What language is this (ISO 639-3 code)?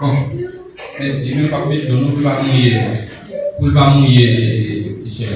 hat